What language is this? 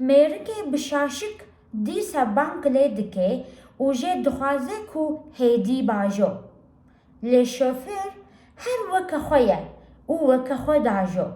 Kurdish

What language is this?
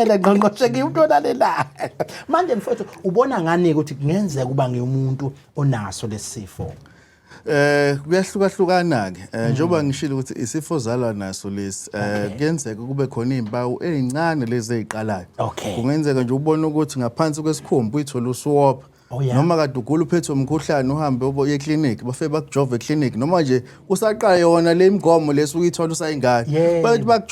Zulu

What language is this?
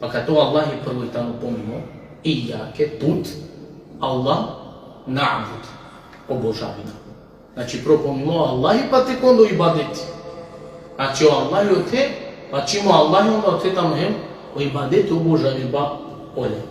Balkan Romani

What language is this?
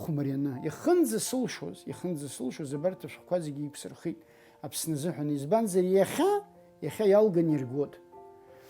Abkhazian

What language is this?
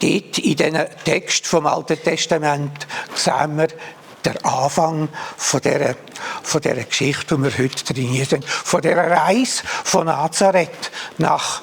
Swiss German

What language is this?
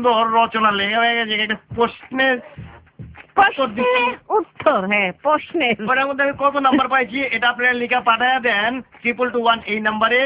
Bangla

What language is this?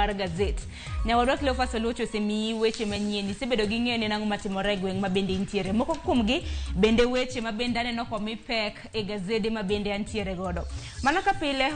Luo (Kenya and Tanzania)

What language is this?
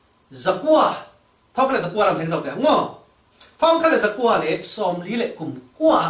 Falam Chin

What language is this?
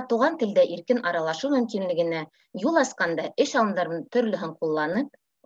Bashkir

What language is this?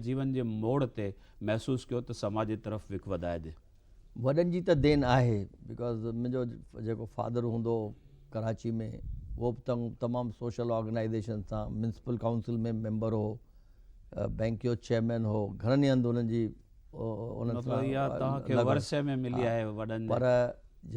Sindhi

